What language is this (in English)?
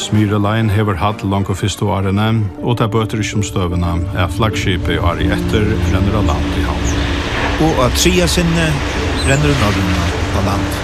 Faroese